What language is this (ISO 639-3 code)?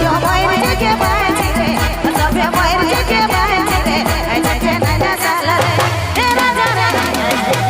sck